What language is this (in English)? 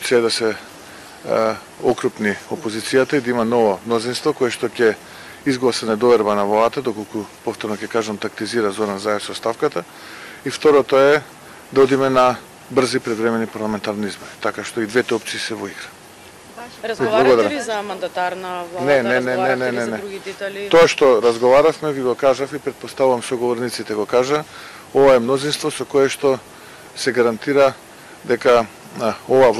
Macedonian